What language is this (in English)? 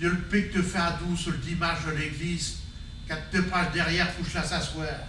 Picard